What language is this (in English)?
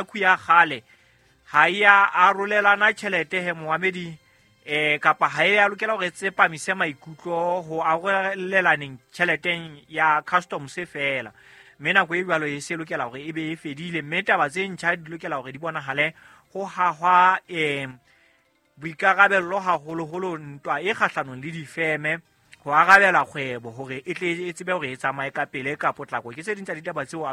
Southern Sotho